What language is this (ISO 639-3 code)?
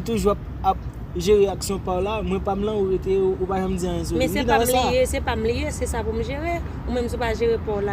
hat